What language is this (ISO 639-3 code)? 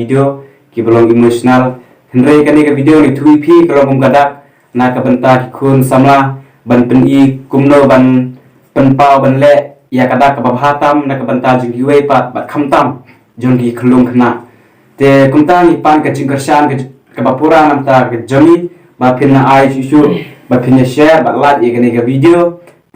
kha